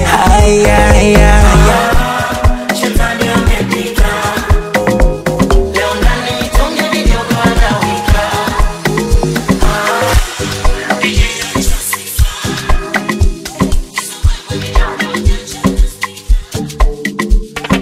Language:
Swahili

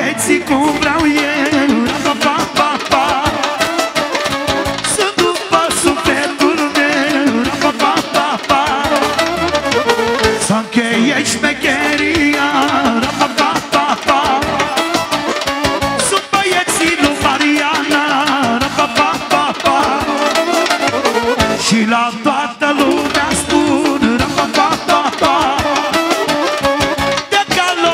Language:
Romanian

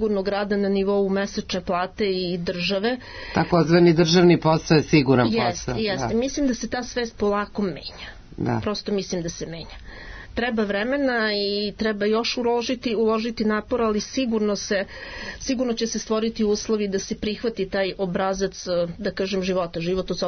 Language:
Serbian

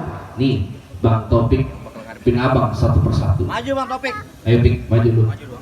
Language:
Betawi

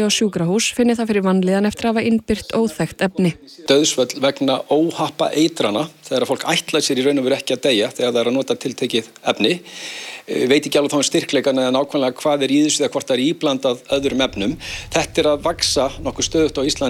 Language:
Icelandic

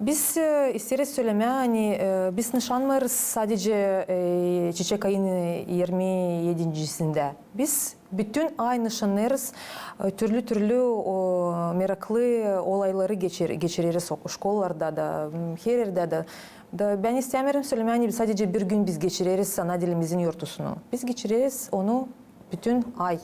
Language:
Gagauz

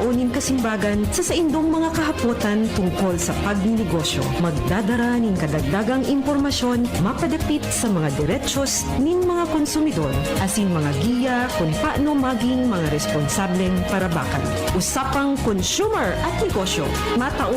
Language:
Bikol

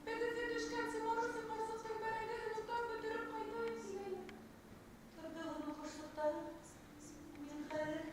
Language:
Bashkir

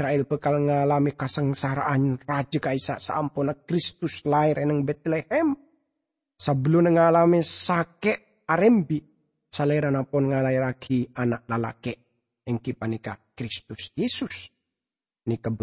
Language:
Madurese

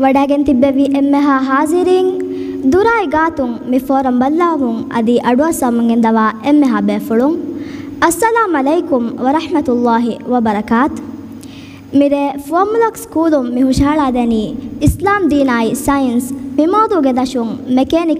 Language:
Divehi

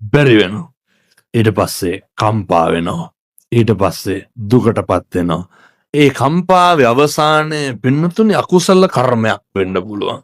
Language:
Sinhala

